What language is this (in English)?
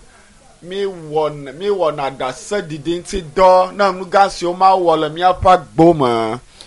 Ewe